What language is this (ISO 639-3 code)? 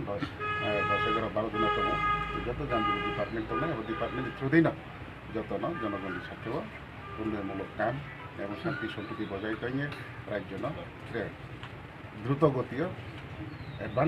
ria